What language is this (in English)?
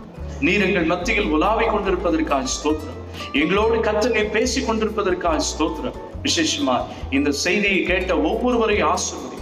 Tamil